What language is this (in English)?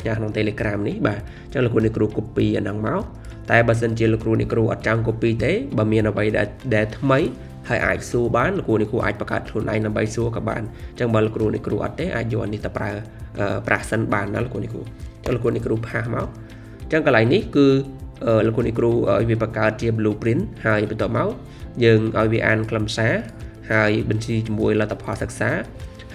Khmer